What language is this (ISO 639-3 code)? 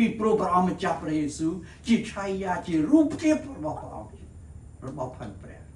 khm